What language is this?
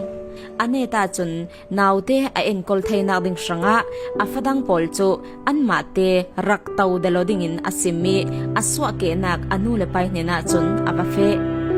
Falam Chin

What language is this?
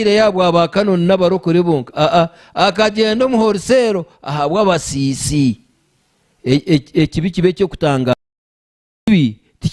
Nyankole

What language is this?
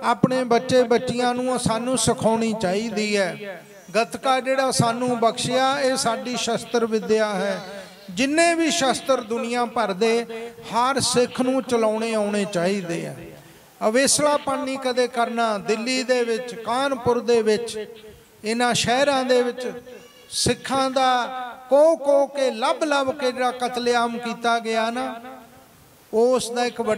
Punjabi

